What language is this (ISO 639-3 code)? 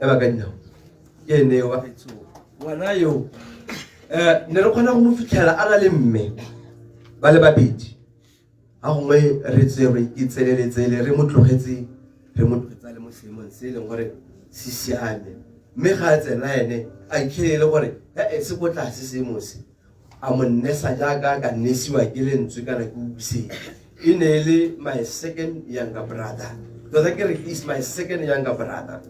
tsn